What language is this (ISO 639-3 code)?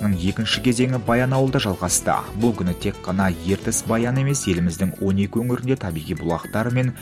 kaz